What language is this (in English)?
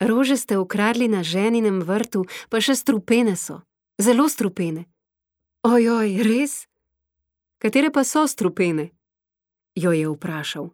Slovenian